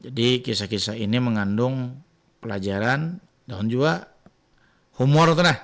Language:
Banjar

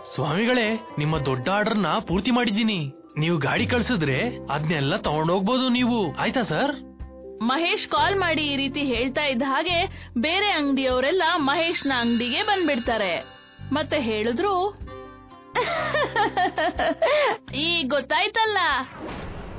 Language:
Kannada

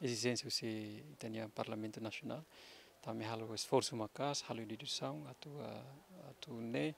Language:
Tetum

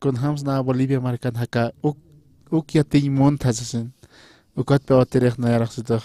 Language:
Aymara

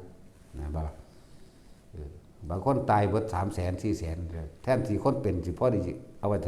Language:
Northeastern Thai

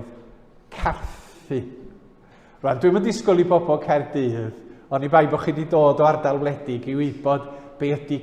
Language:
Welsh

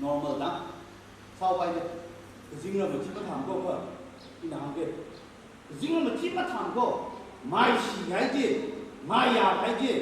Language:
Tangkhul Naga (India)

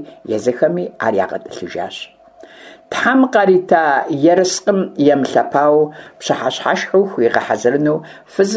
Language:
Kabardian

